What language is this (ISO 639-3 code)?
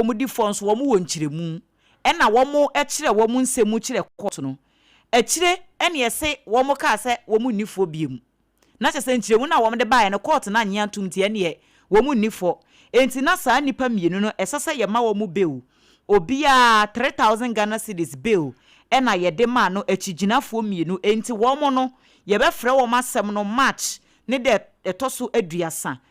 aka